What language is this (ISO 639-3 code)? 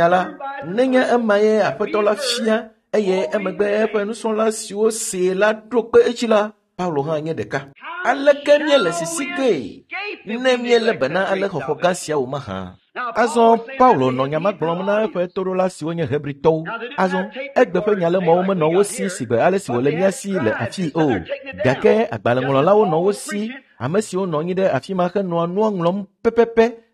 ewe